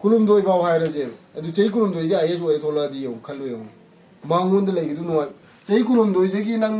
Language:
Manipuri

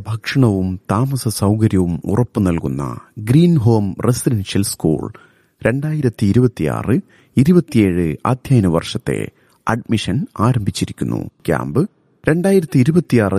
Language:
Malayalam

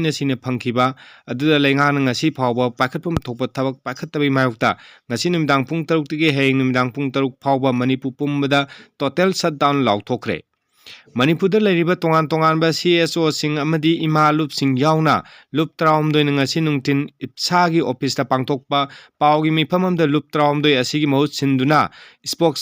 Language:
Manipuri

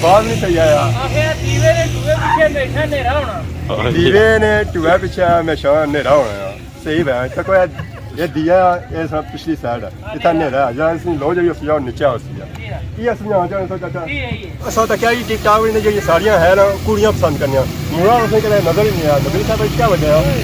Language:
Pahari-Potwari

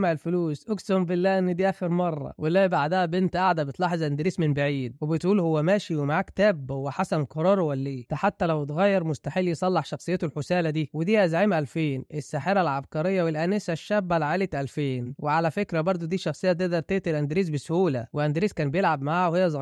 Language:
Egyptian Arabic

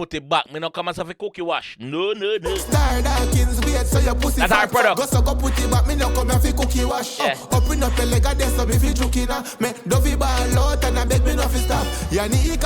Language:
Jamaican Creole English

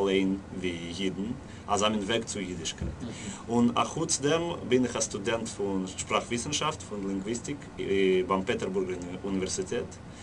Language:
Yiddish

